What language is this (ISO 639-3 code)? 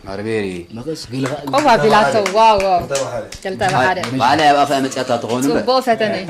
tir